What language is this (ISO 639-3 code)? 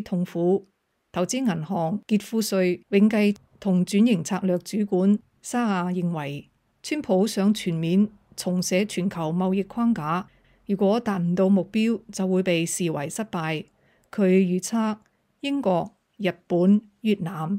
yue